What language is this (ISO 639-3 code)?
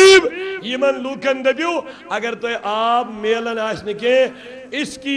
kas